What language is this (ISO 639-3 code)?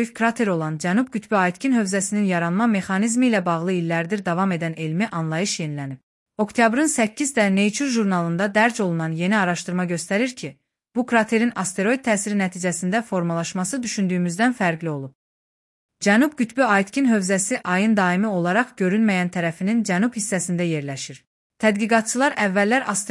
aze